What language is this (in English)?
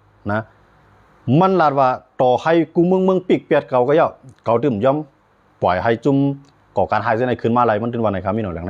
Shan